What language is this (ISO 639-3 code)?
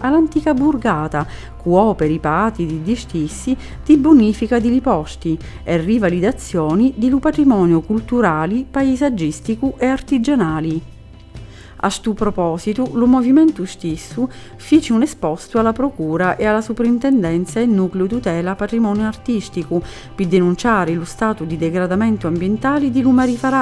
scn